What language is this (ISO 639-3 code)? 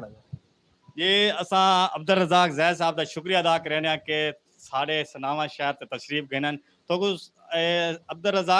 skr